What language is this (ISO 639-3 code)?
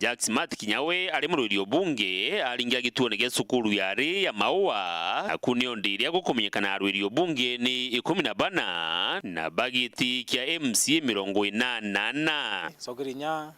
mer